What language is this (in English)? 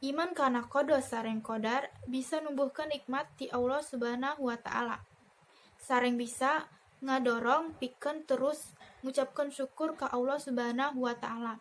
Sundanese